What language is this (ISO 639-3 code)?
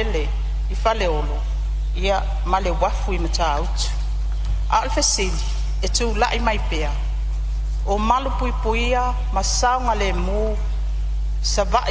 smo